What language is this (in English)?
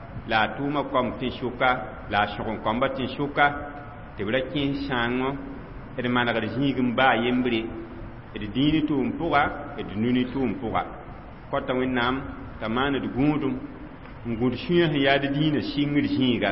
Mossi